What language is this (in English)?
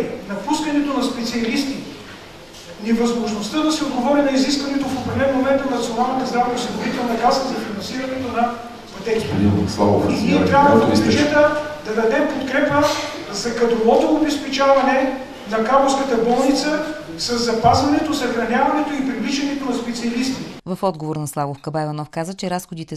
Bulgarian